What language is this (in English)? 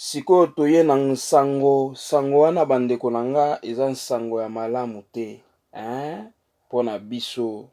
Lingala